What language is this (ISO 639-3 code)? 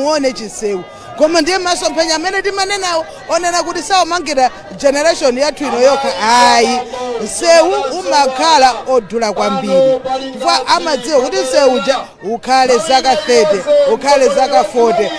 nya